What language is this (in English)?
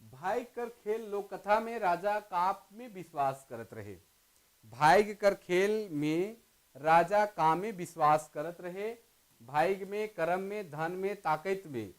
Sadri